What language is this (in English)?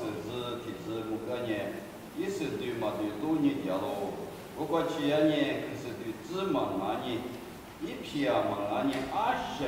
Lisu